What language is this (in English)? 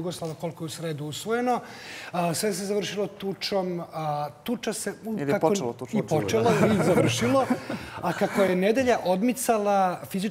Serbian